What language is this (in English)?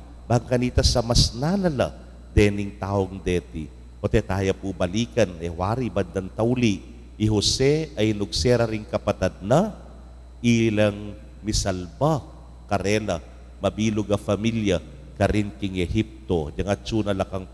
Pampanga